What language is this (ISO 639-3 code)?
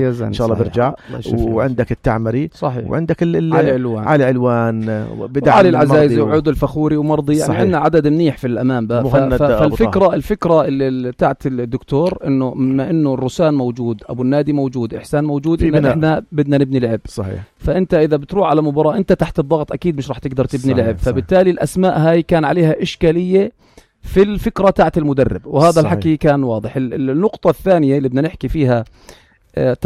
apc